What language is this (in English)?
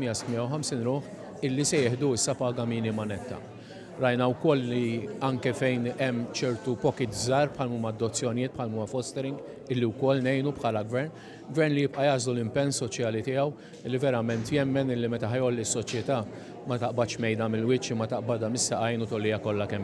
Maltese